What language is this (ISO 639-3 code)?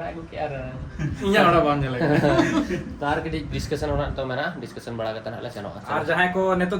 sat